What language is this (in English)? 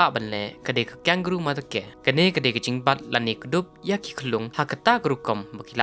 Khasi